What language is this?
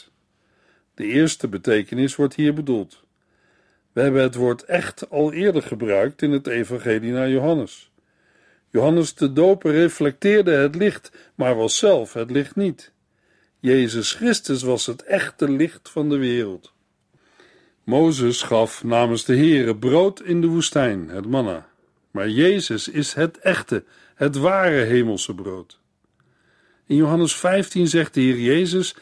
Dutch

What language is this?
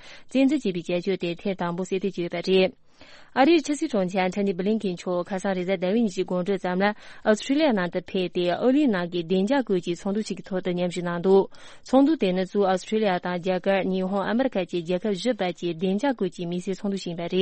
Tibetan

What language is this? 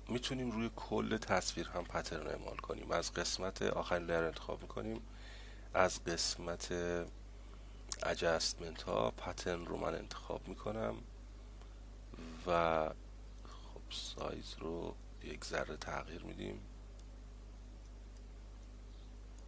Persian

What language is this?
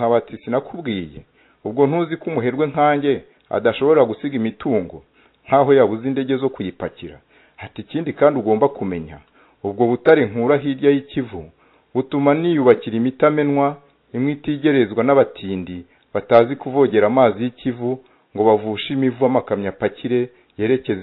Kinyarwanda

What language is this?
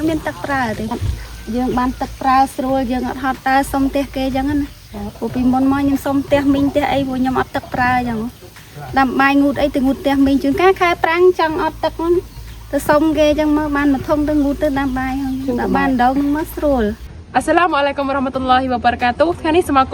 Khmer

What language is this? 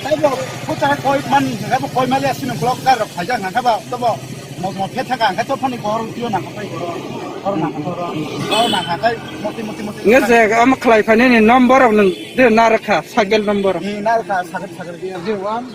Kok Borok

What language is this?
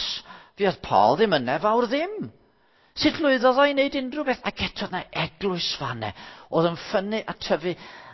Welsh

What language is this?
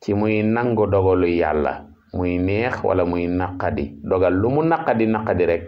Wolof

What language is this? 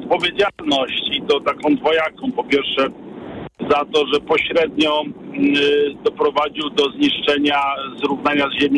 Polish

